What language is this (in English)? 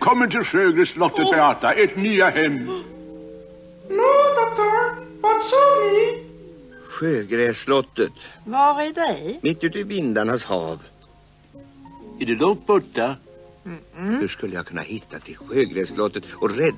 Swedish